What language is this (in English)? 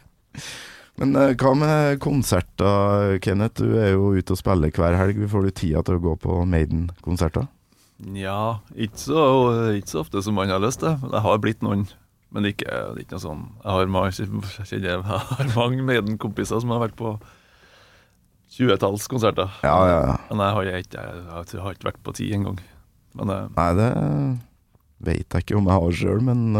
Norwegian